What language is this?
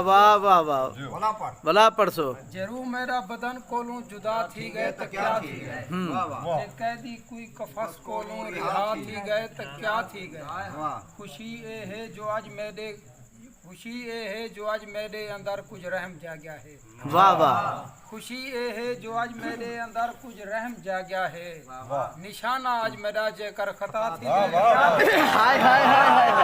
Saraiki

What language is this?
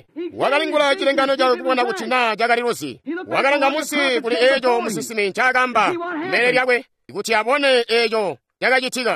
Tonga (Zambia)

